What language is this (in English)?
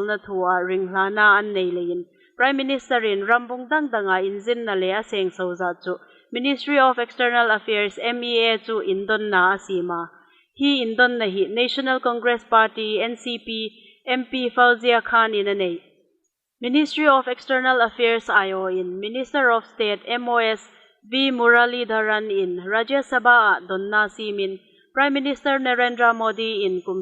Hmar